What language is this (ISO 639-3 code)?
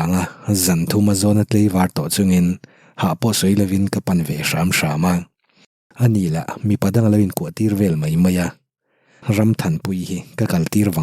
lus